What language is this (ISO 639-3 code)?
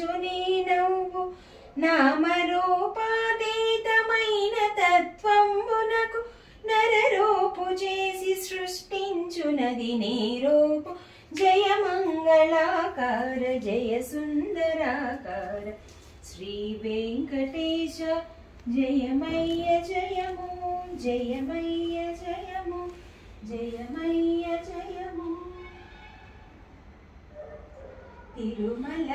tel